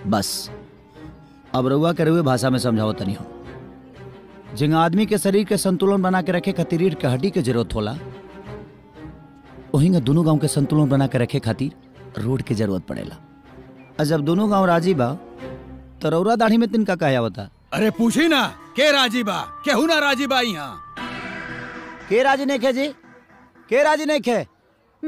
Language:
Bhojpuri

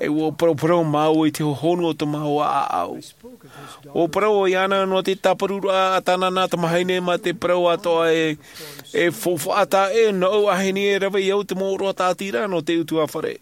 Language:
Tahitian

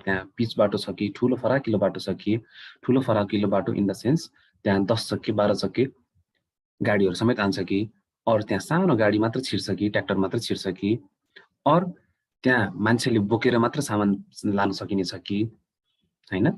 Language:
Nepali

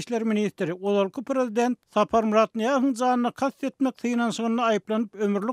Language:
Turkmen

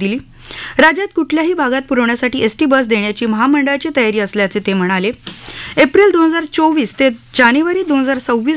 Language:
Marathi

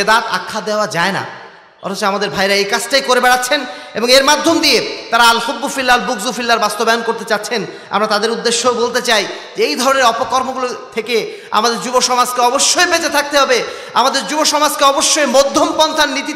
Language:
Bangla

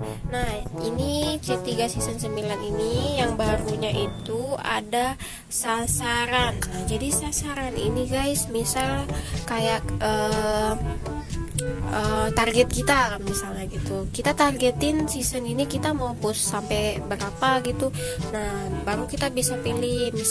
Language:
Indonesian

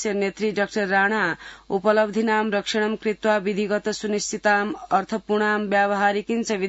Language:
Sanskrit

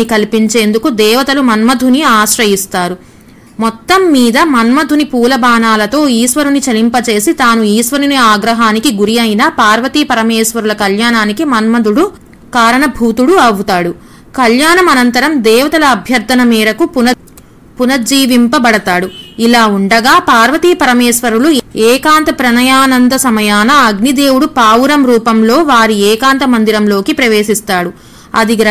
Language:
Telugu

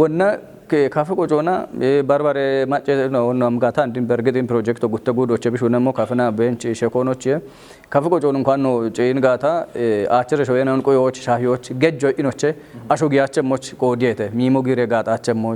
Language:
Kafa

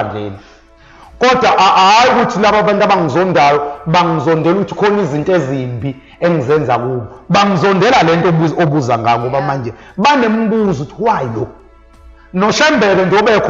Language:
Zulu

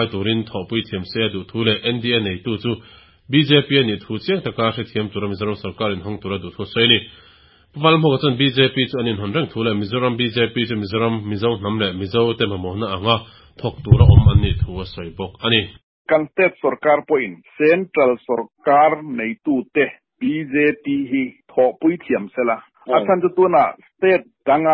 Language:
Mizo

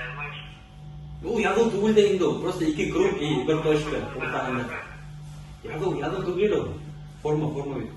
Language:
Bashkir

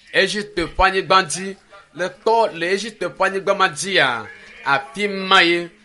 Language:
Ewe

